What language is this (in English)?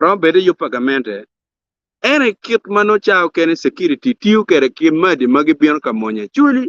Acoli